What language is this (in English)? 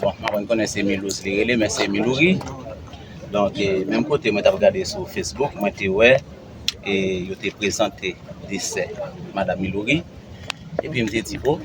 Haitian Creole